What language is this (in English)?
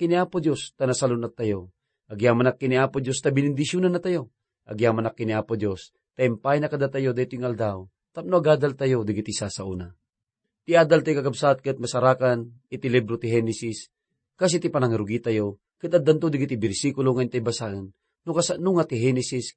Iloko